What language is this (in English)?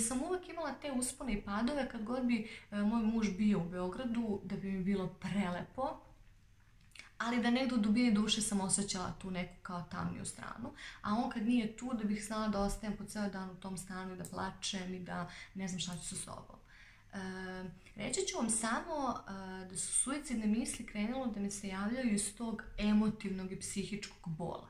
Serbian